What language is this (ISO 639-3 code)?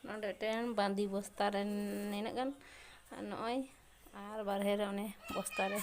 sat